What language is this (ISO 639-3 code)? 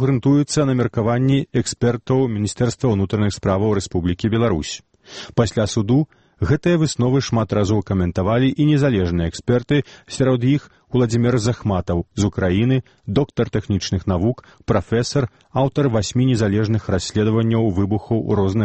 bel